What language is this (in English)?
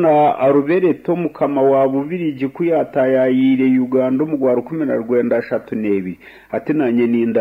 Nyankole